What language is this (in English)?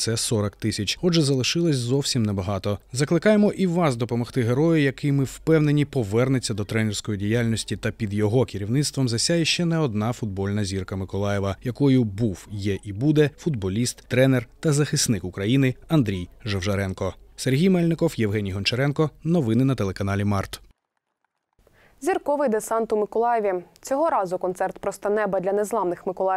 Ukrainian